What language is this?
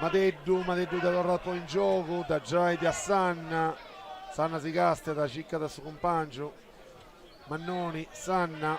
Sardinian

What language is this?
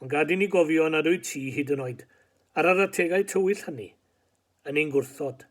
Welsh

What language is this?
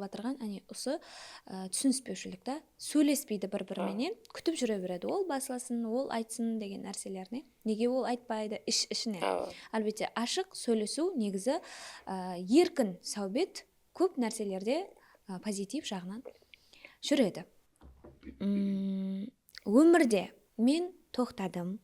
Kara-Kalpak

